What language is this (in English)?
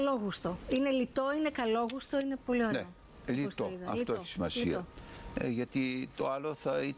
Greek